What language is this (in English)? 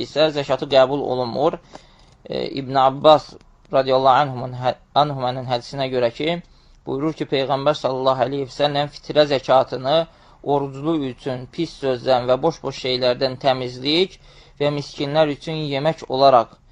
Azerbaijani